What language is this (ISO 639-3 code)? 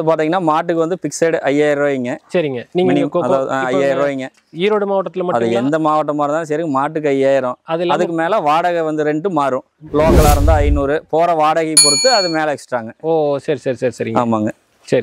tam